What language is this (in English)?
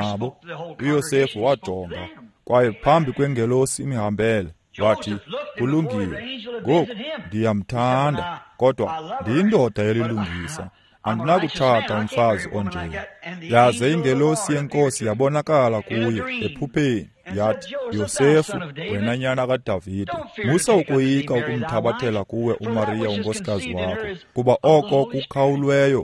Xhosa